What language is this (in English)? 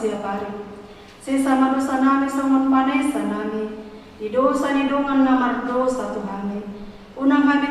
Batak Toba